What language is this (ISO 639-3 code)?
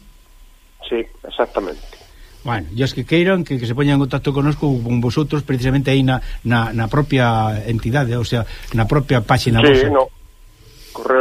glg